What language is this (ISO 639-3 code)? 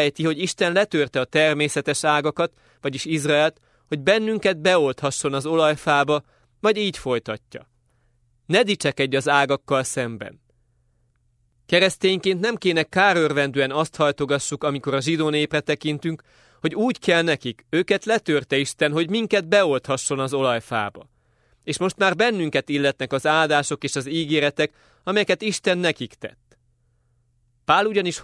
hun